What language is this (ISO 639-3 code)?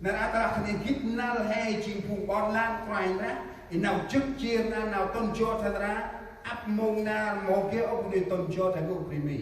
cmo